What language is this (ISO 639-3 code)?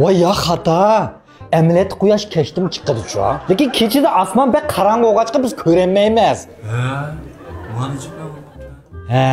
uig